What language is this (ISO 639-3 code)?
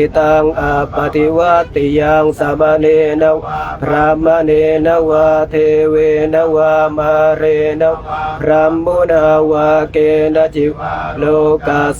pli